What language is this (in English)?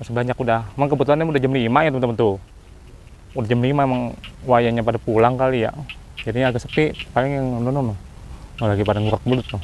Betawi